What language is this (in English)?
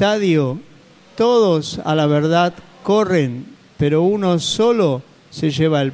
Spanish